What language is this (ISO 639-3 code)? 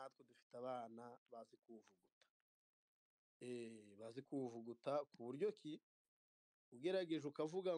kin